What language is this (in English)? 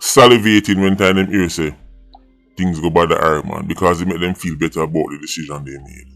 Jamaican Creole English